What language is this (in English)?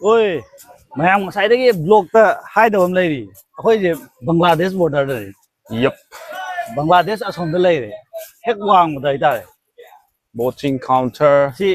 Manipuri